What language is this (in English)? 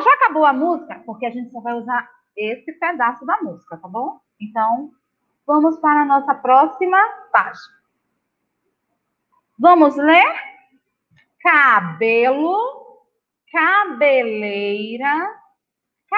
Portuguese